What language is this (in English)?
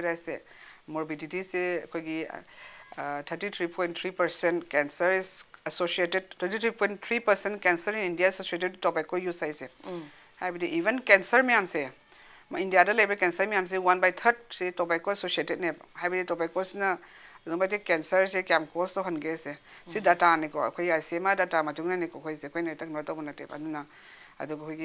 Manipuri